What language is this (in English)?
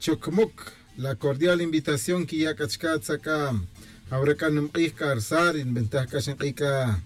Tz'utujil